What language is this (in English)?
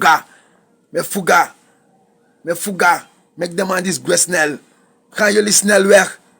Sranan Tongo